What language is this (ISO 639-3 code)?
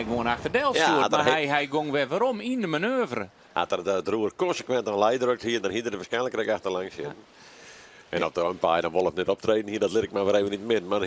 fry